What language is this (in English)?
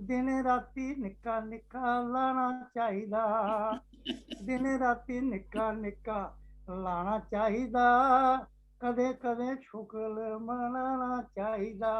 Dogri